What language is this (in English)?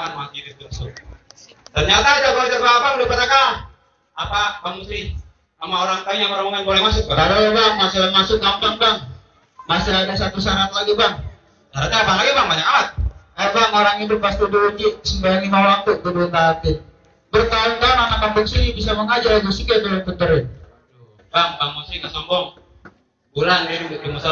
Betawi